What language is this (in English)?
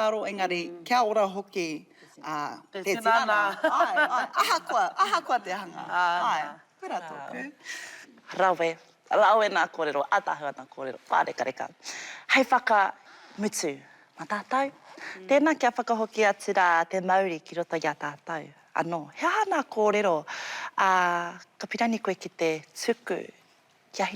Māori